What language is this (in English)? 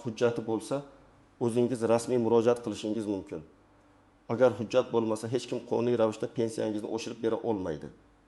Uzbek